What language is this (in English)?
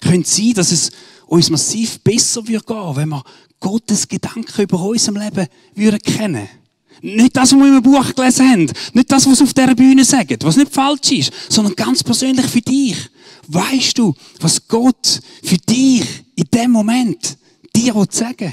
Swiss German